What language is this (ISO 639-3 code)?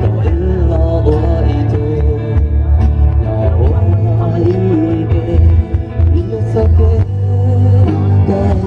hmn